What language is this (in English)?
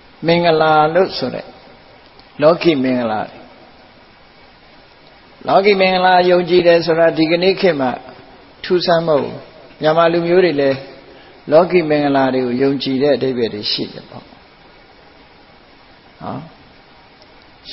Burmese